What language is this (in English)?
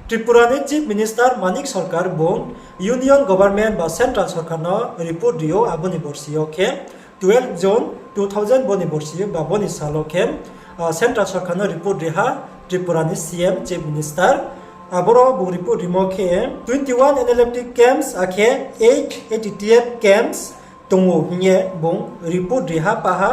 Riang (India)